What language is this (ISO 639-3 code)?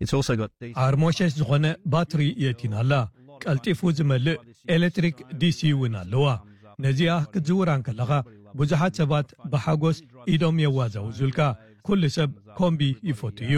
tir